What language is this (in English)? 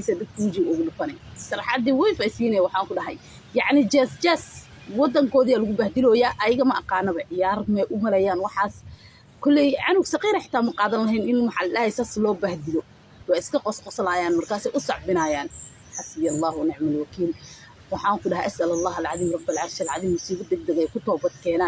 Somali